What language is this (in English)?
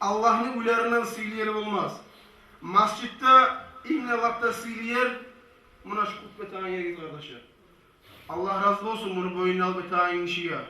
Kumyk